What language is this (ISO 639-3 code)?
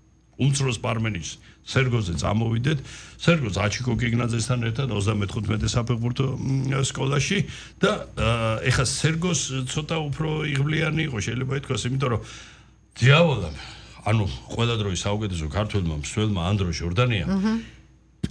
kat